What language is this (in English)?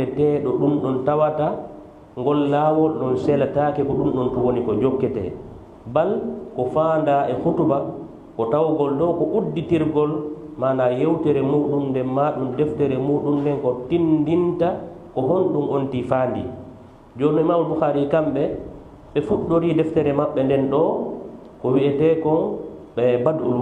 Fula